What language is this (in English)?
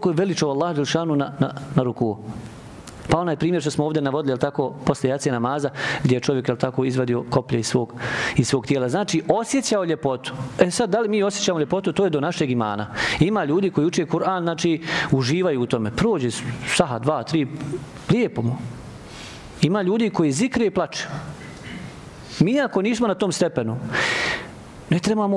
Bosnian